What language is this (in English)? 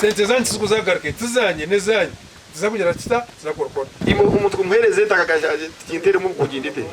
Nyankole